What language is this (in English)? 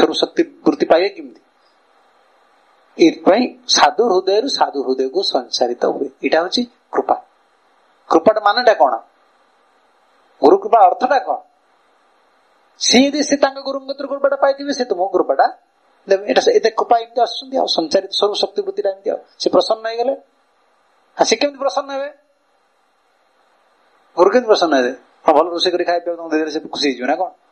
Odia